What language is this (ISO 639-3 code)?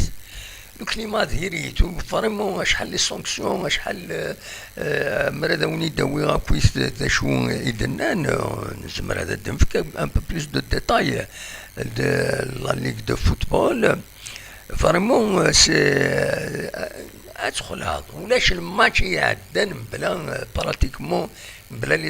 kab